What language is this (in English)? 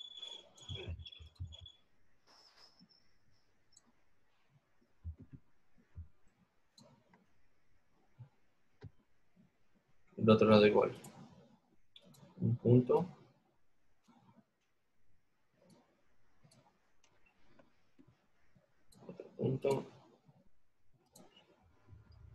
Spanish